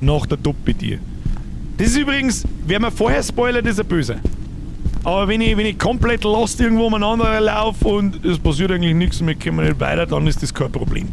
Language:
Bavarian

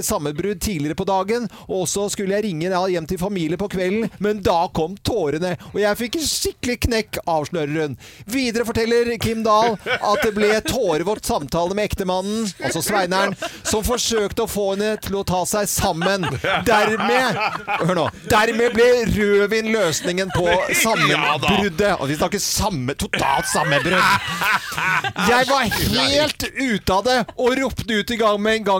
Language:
Norwegian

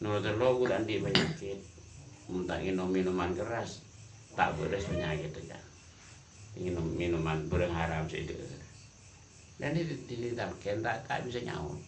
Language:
Madurese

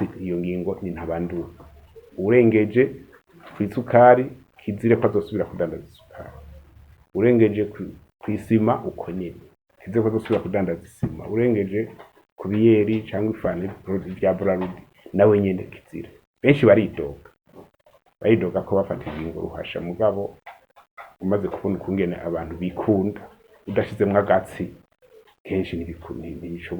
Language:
Rundi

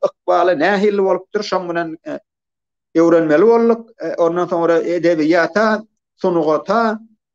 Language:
Turkmen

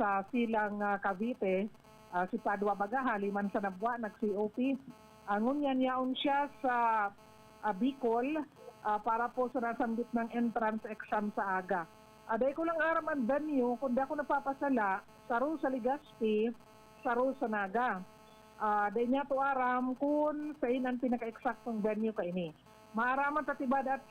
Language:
Bikol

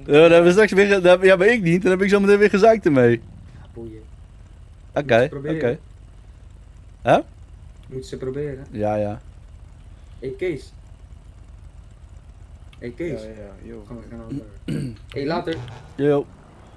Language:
Dutch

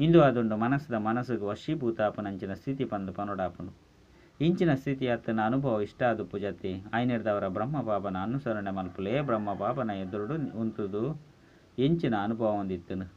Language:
Tulu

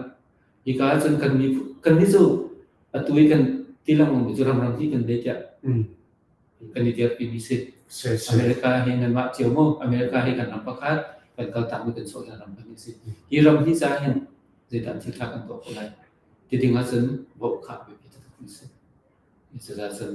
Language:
Hakha Chin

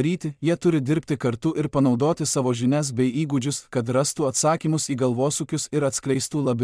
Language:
Lithuanian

